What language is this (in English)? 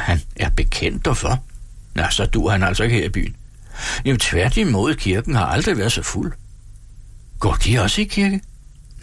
Danish